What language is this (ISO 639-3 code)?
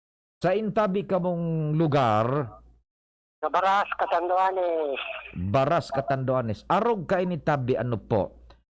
bik